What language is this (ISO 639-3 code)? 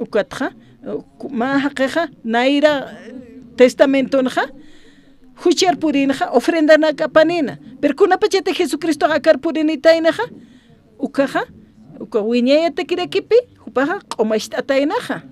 aym